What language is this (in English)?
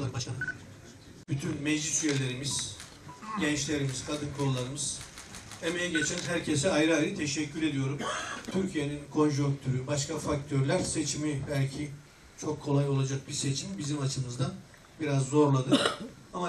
Turkish